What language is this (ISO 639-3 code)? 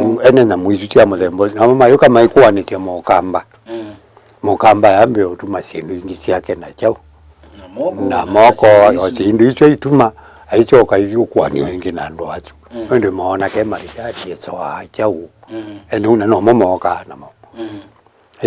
kam